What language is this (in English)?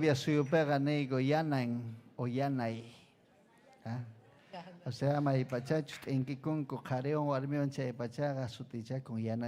Ayacucho Quechua